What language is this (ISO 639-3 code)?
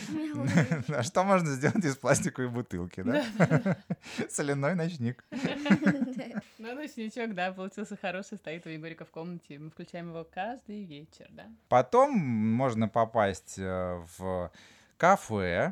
rus